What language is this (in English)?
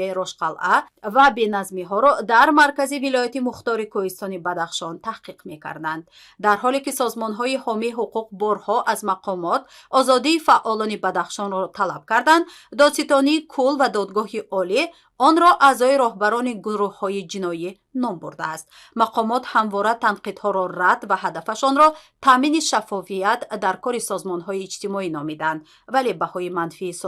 Tajik